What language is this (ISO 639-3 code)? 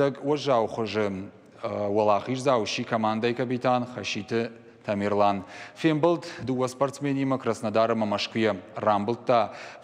oss